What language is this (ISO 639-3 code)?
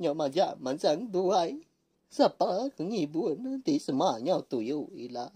iba